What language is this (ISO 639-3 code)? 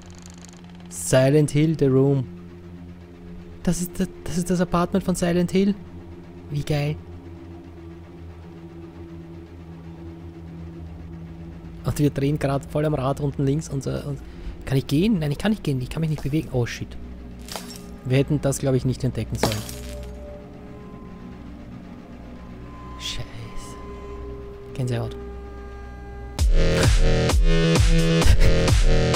deu